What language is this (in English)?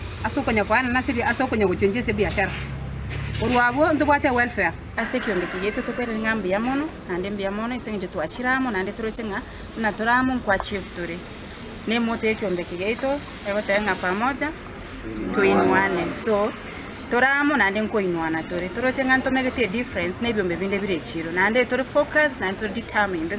Gusii